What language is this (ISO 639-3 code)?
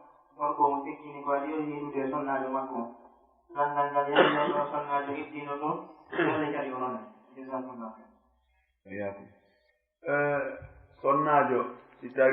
ful